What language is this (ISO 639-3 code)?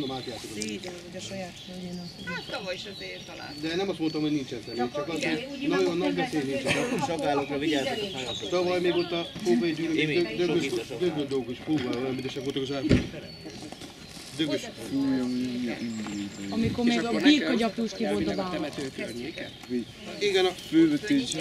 hun